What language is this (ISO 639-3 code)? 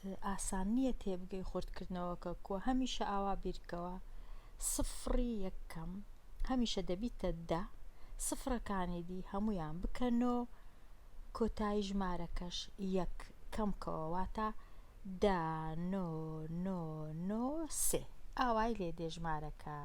ckb